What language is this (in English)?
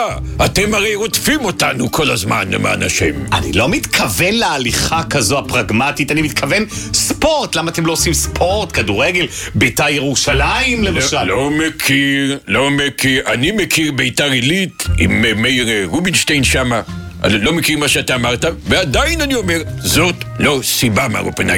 Hebrew